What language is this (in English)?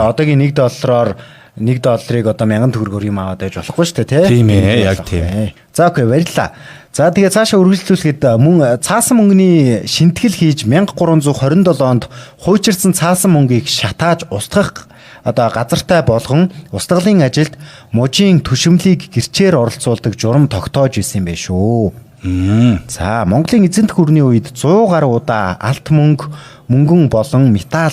Mongolian